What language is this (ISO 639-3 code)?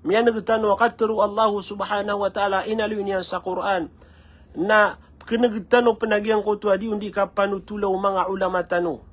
mrw